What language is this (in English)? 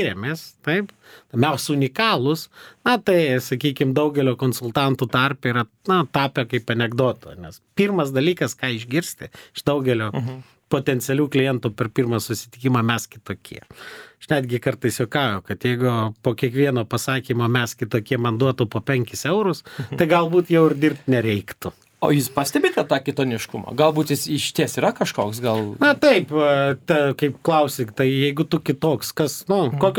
Lithuanian